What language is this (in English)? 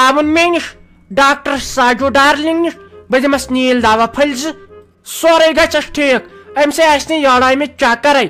Kashmiri